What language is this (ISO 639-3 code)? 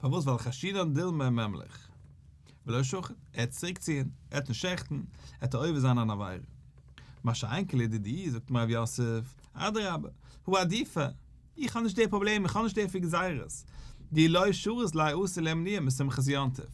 yid